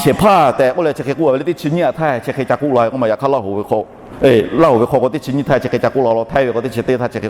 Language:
Lahu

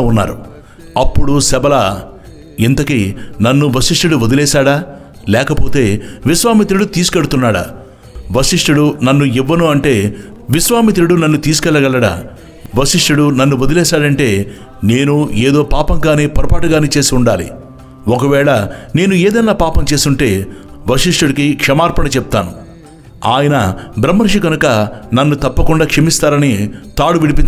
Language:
Telugu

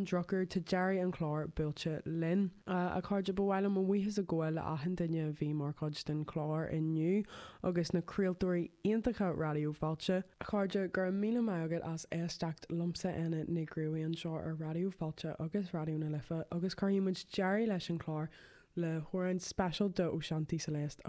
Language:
Irish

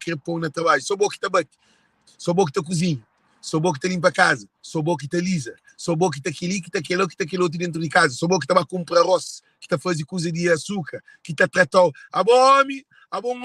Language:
Kabuverdianu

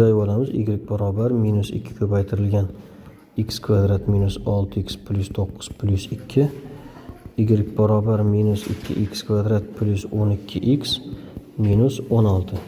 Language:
Uzbek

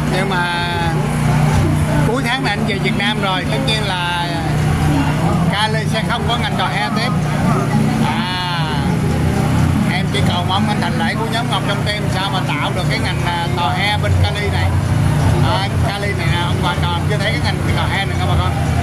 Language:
Vietnamese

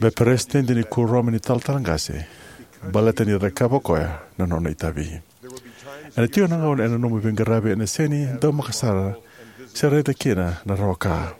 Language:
Fijian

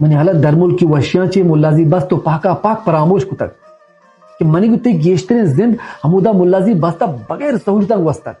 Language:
Baluchi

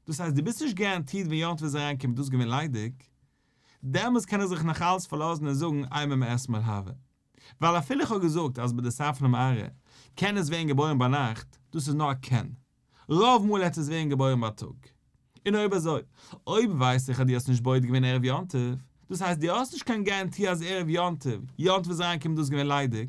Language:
Yiddish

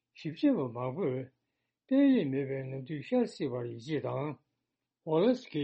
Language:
Tibetan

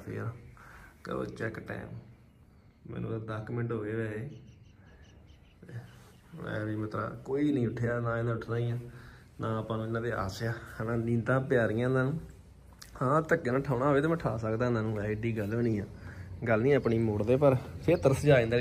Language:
Punjabi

